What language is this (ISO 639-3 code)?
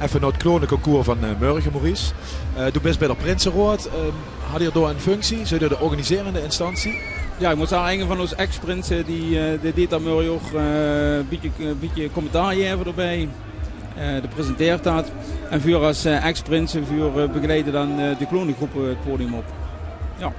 lim